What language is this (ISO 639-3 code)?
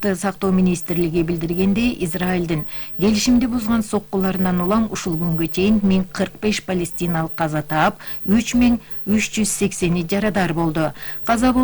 kir